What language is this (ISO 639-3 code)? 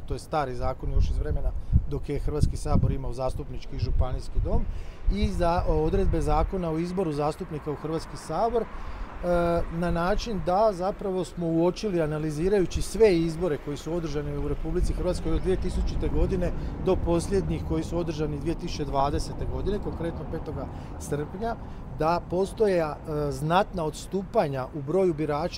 hrv